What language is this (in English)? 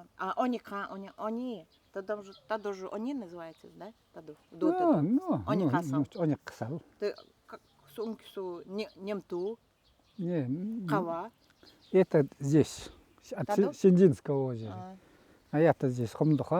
Nanai